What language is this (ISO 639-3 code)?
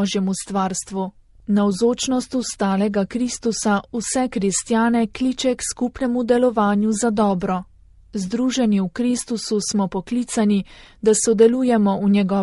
slv